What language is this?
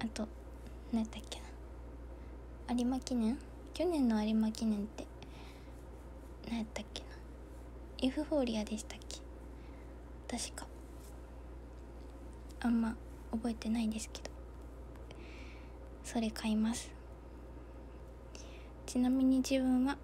Japanese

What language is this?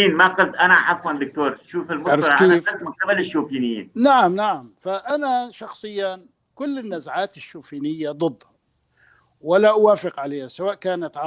North Levantine Arabic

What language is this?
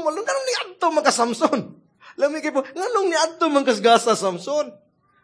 Cebuano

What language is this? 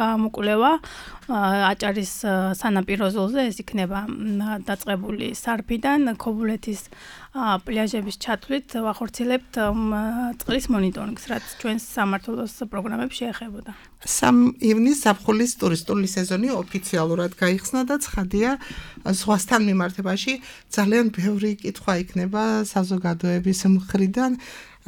Georgian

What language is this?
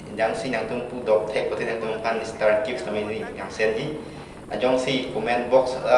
Karbi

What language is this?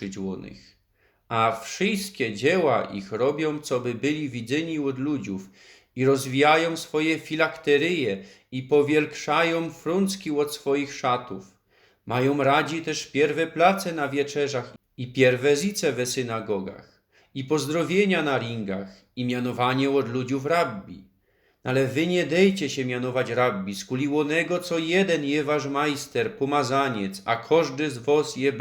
Silesian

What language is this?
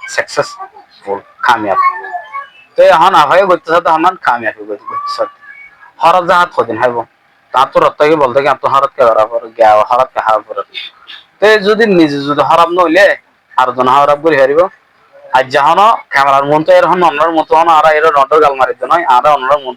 Rohingya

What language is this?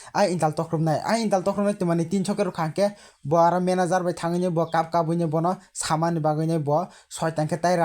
Kok Borok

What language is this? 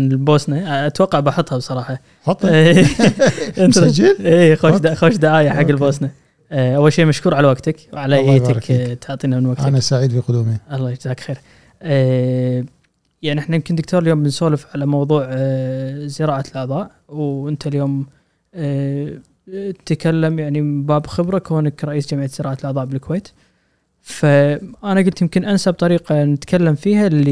Gulf Arabic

